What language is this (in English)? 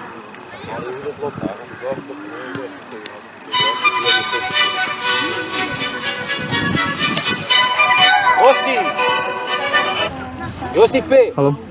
Croatian